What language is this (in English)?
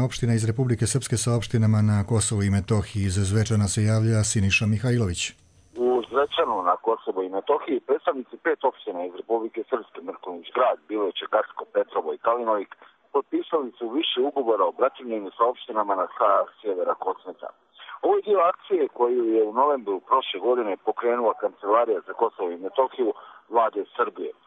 Croatian